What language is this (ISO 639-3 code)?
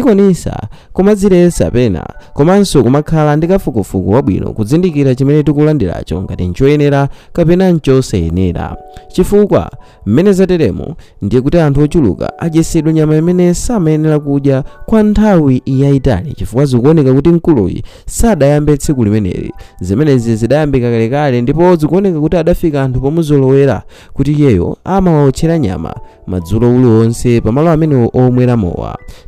nya